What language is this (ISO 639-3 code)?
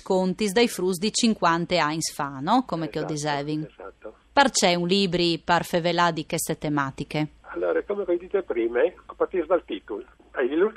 fur